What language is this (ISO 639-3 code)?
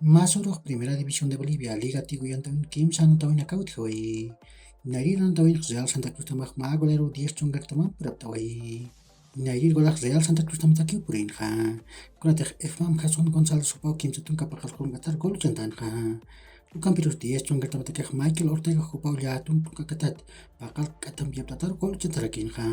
aym